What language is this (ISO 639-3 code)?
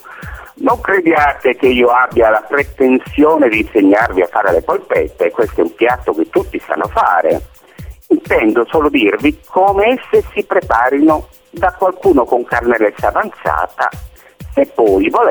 ita